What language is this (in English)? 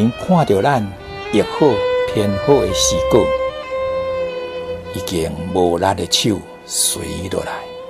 Min Nan Chinese